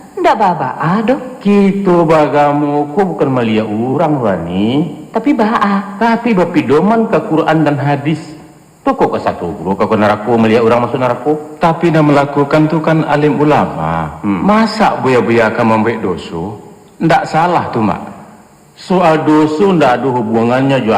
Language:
Minangkabau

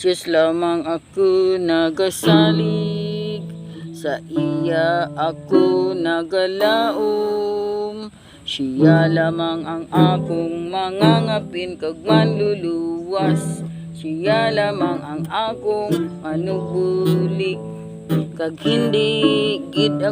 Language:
Hiligaynon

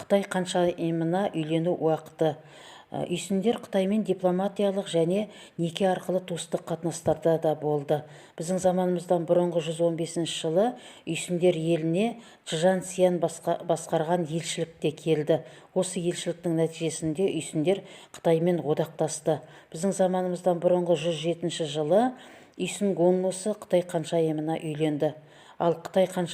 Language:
Kazakh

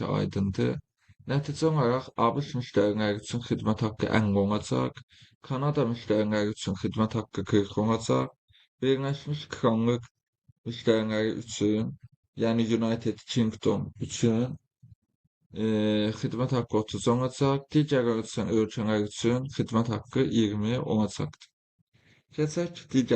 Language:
Azerbaijani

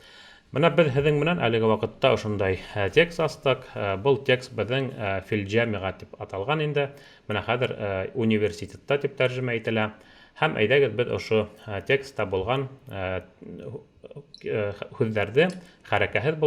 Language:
Bashkir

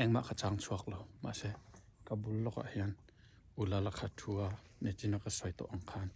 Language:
Mizo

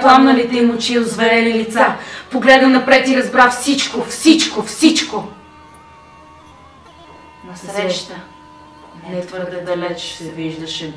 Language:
Bulgarian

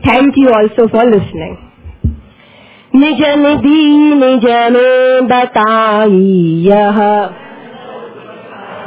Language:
Gujarati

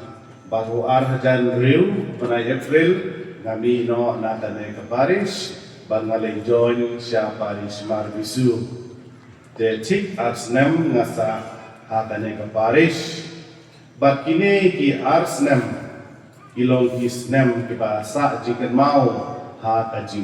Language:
Khasi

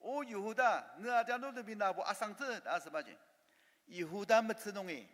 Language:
Ao Naga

